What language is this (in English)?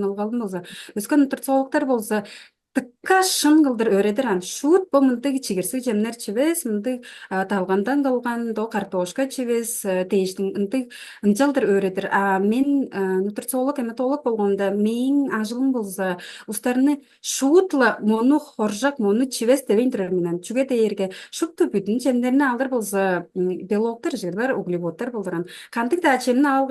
Tuvinian